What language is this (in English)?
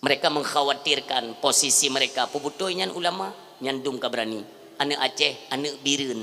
Achinese